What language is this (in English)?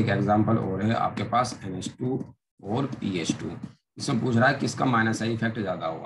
Hindi